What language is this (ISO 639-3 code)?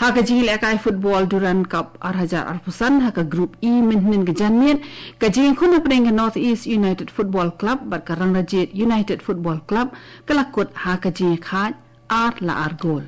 kha